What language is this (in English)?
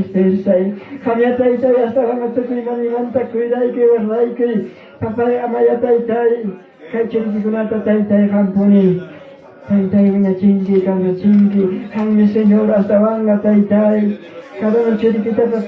Ayacucho Quechua